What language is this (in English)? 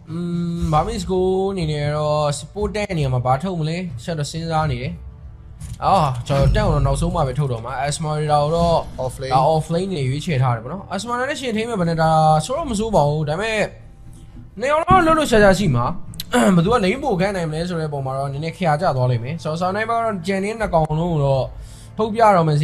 Burmese